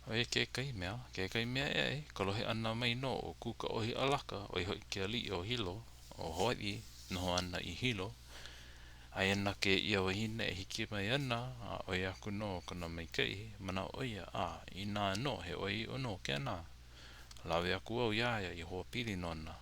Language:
Hawaiian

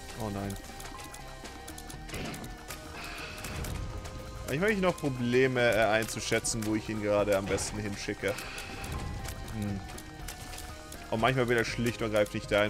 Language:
German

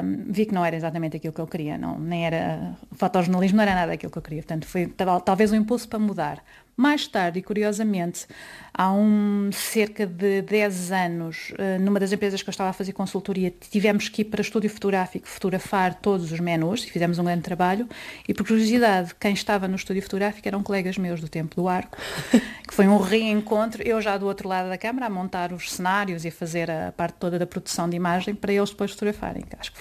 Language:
Portuguese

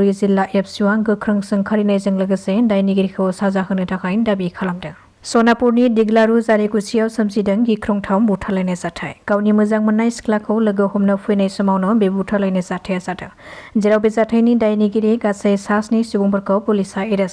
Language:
Bodo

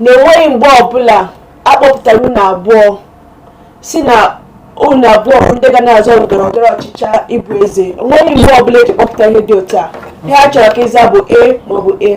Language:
Igbo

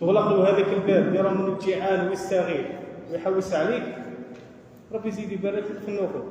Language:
Algerian Arabic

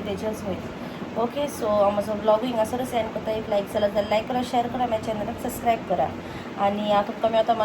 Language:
Konkani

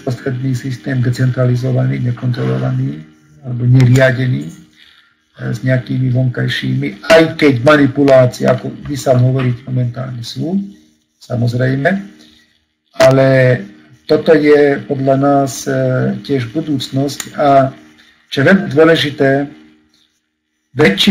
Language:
Slovak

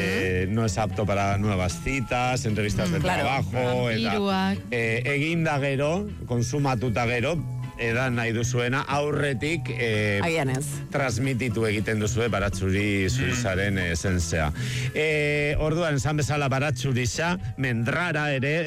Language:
Basque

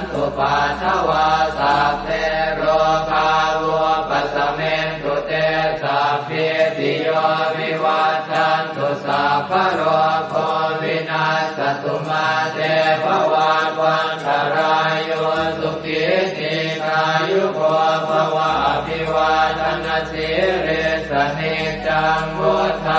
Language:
Pali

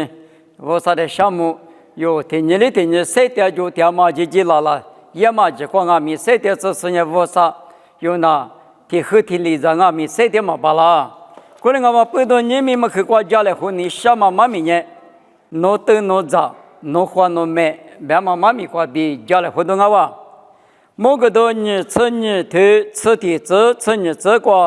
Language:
Lisu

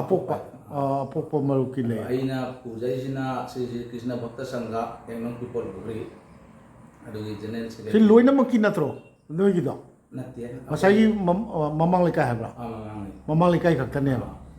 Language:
Manipuri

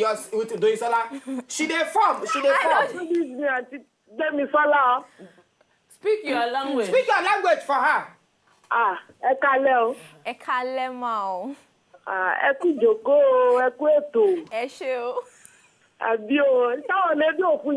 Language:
Nigerian Pidgin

